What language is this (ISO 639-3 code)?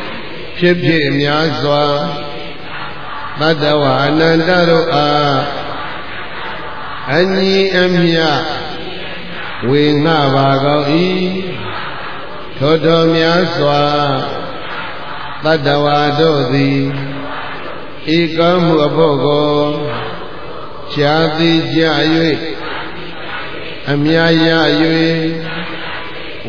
mya